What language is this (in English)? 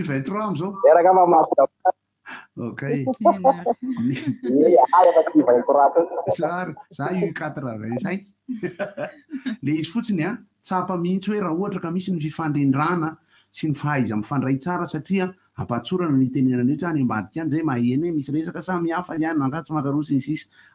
Malagasy